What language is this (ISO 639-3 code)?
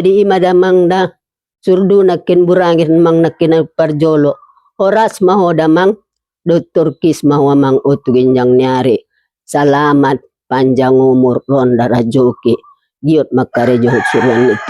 bbc